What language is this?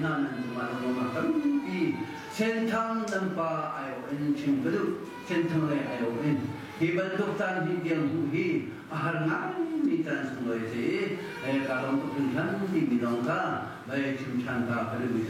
Hakha Chin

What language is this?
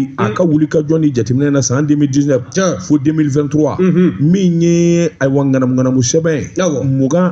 Bambara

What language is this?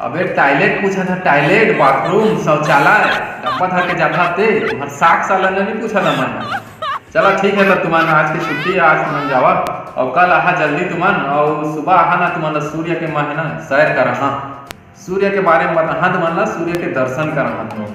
Chhattisgarhi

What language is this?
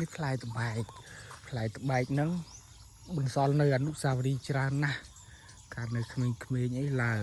Khmer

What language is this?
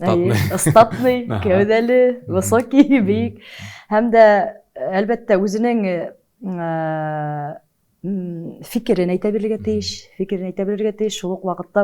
Tatar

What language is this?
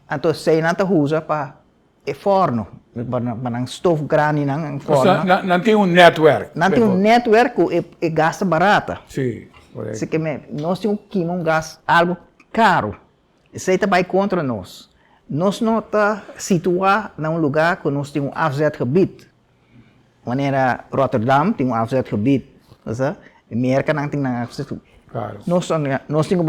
Papiamento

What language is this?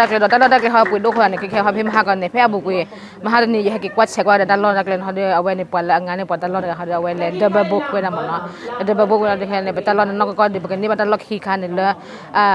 S'gaw Karen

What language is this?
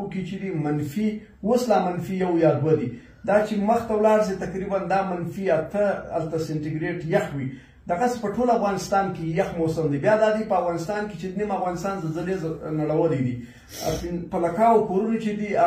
Pashto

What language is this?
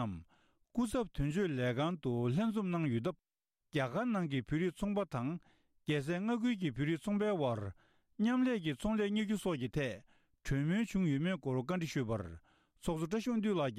Tibetan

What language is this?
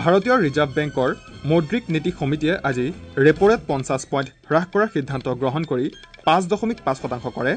Assamese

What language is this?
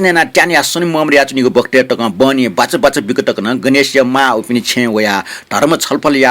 Newari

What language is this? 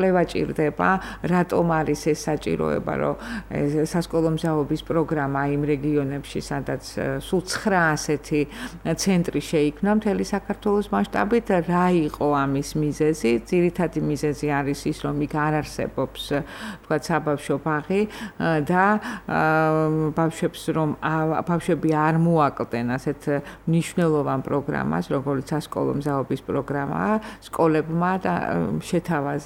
Georgian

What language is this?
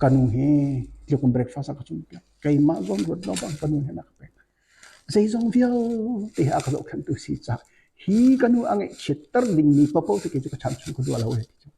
Hakha Chin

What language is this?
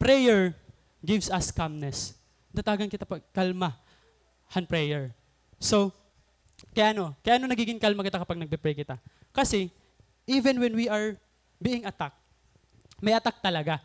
Waray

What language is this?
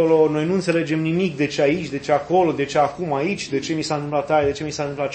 Romanian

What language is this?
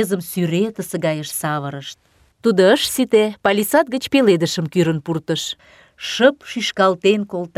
Mari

